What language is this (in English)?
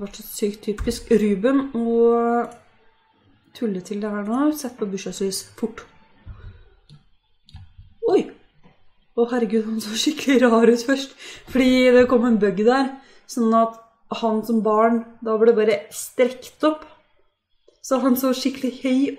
Norwegian